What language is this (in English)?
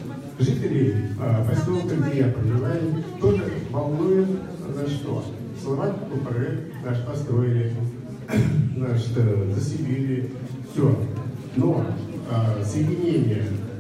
Russian